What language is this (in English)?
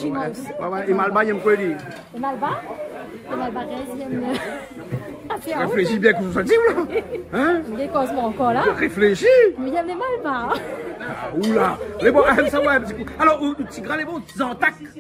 Réunion Creole French